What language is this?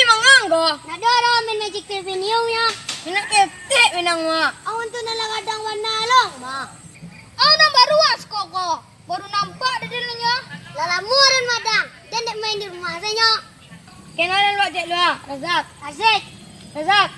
Minangkabau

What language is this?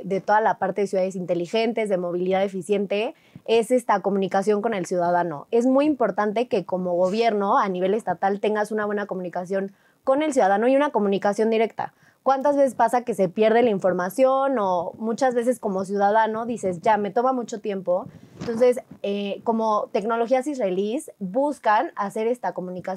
Spanish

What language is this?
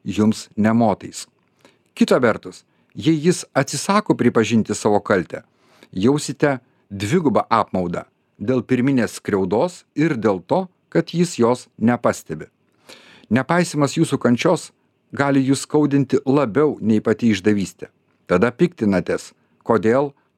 Lithuanian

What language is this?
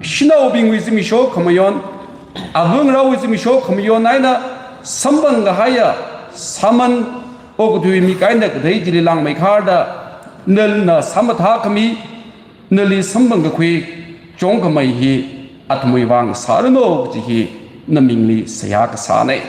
Tangkhul Naga (India)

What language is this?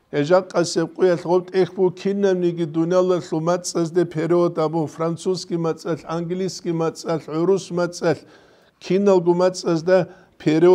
Avaric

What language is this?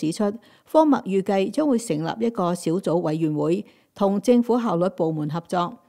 Cantonese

